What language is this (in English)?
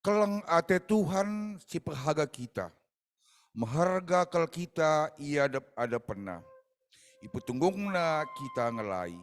Batak Karo